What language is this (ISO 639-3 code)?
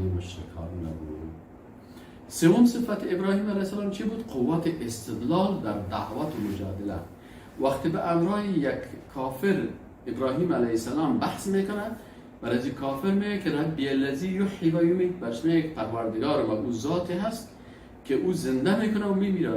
fas